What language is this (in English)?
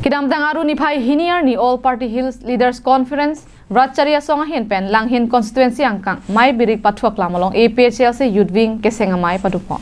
Karbi